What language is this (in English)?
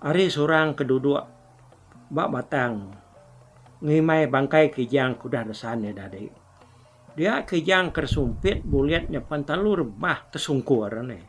Iban